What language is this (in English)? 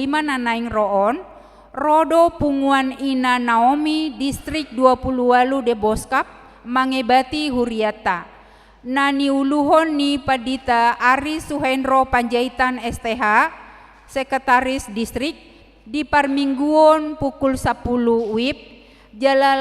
Batak Toba